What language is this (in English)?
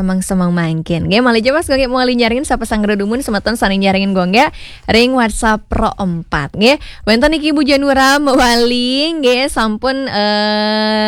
Balinese